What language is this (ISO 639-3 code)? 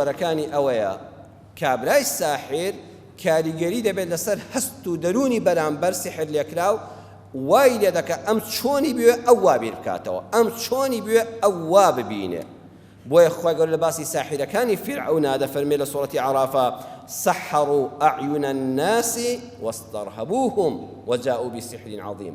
ckb